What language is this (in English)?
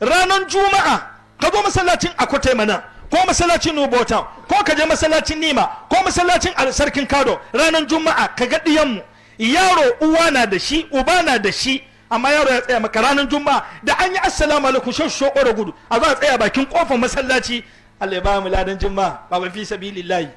Hausa